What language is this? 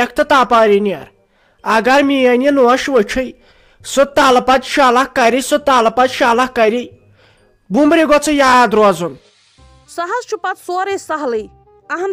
Kashmiri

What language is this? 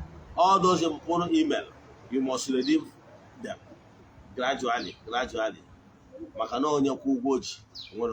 Igbo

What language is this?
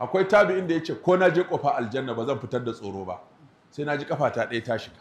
Hausa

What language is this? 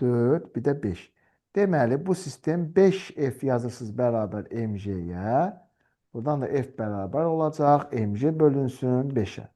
Azerbaijani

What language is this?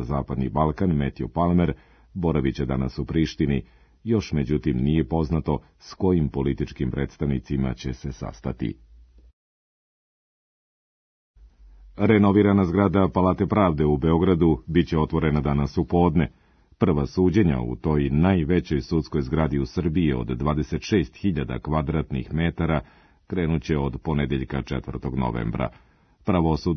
Serbian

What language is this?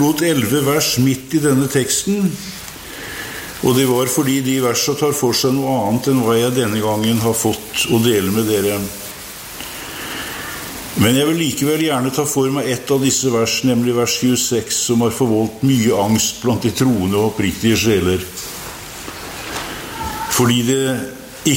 Norwegian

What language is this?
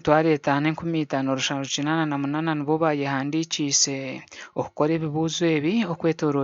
Nyankole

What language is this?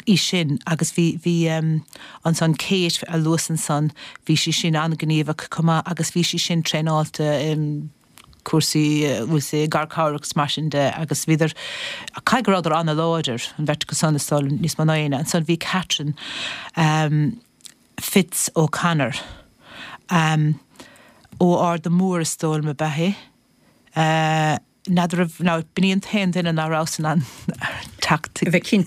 Irish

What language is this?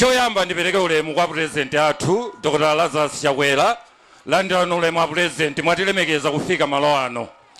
Nyanja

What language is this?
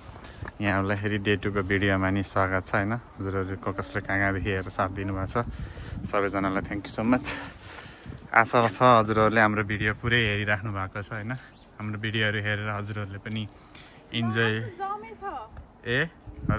Nepali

